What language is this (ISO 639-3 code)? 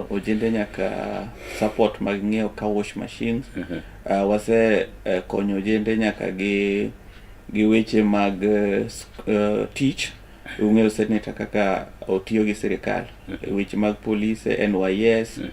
luo